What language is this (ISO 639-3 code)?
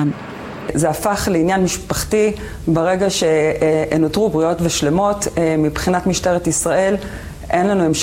heb